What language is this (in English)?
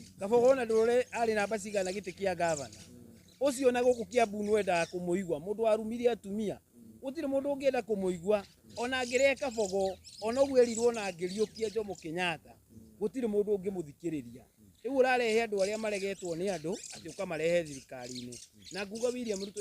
Kikuyu